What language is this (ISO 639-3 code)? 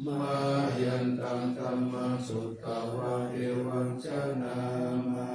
pli